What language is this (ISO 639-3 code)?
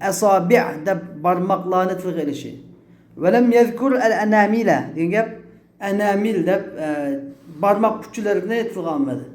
uig